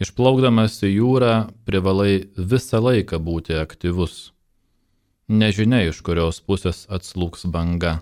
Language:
Lithuanian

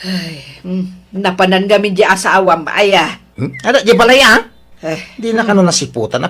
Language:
Iloko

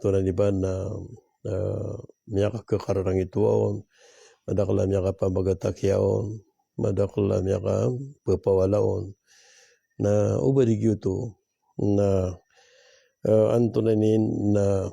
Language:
Maranao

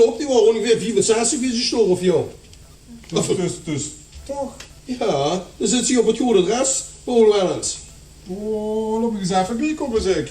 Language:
Limburgish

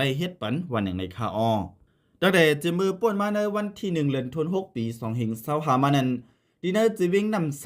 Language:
Shan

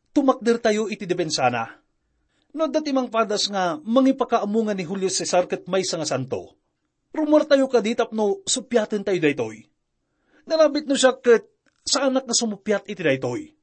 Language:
Iloko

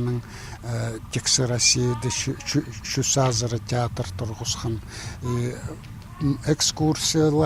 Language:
Khakas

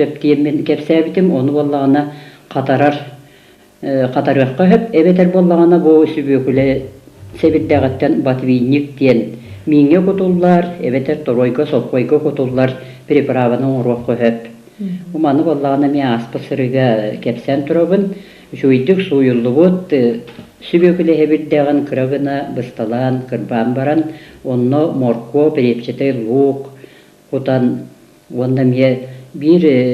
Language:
Yakut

